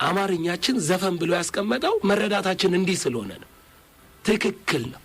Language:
Amharic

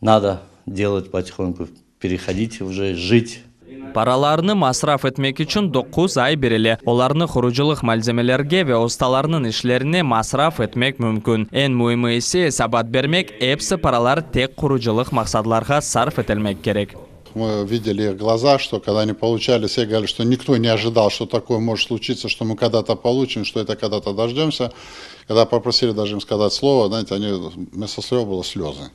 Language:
Crimean Tatar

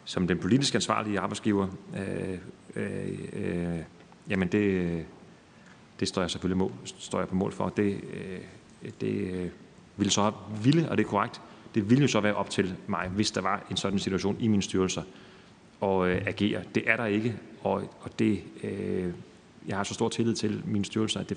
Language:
Danish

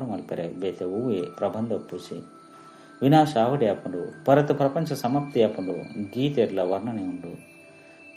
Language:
Tulu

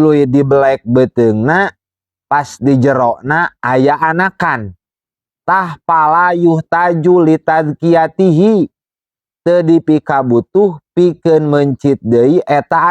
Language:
Sundanese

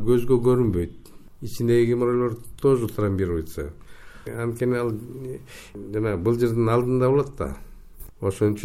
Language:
Kyrgyz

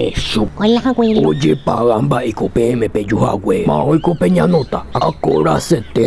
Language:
Guarani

